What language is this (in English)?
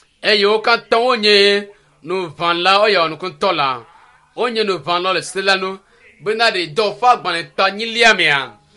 Ewe